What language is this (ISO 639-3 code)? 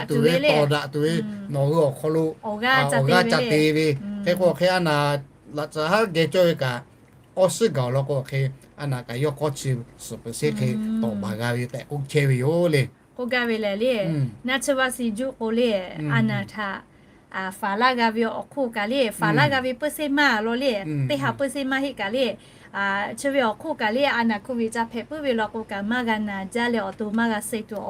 lhu